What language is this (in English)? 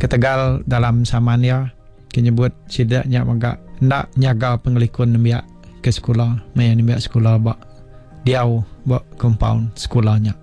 Iban